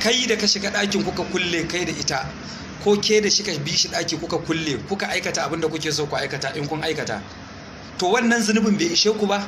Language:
Hausa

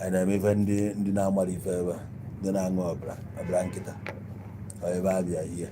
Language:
Igbo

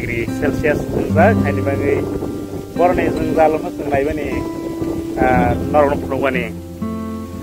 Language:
Kok Borok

